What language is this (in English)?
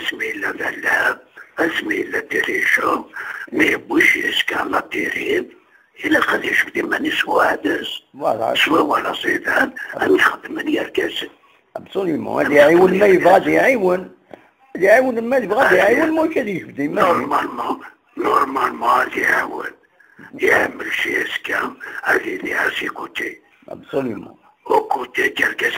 Kabyle